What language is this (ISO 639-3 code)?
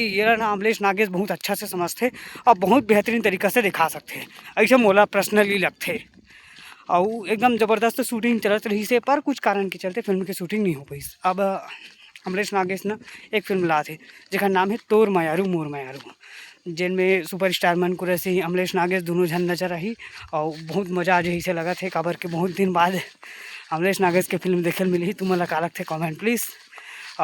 hne